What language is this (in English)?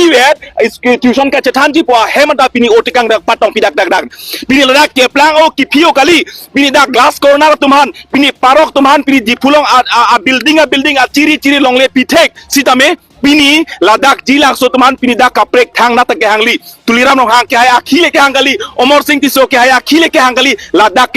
Karbi